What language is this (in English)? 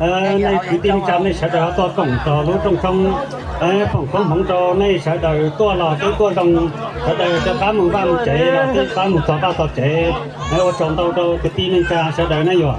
Hmong